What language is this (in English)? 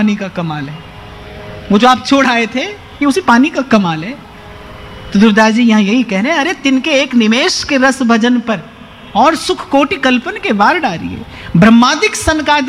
Hindi